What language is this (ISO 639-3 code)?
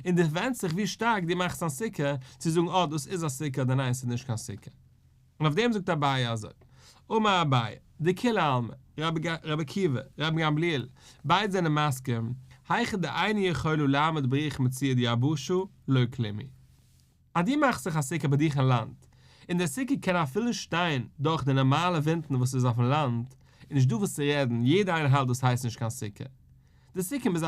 yid